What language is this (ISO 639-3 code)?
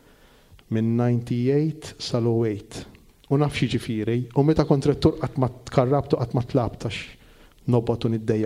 mlt